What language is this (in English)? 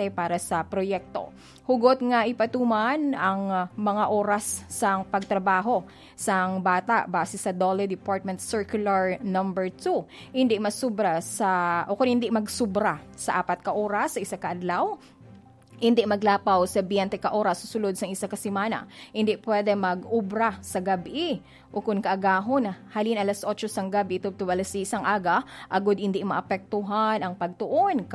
Hiligaynon